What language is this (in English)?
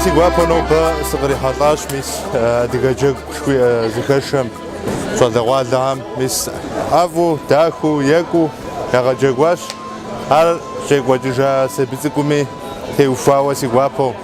Kabardian